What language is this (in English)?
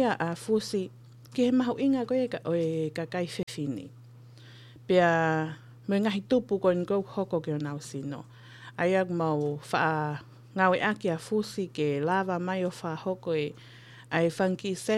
Tongan